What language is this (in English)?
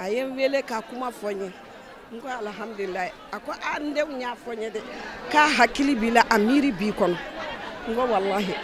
Bambara